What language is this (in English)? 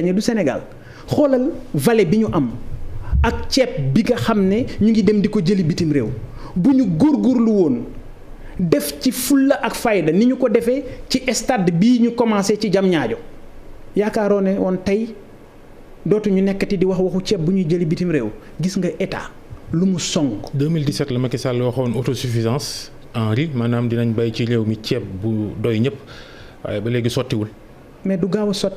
Wolof